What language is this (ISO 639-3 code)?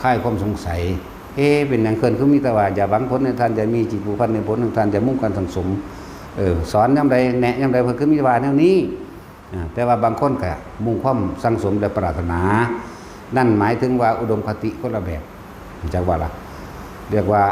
tts